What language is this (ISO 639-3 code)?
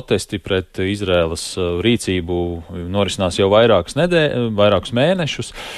lav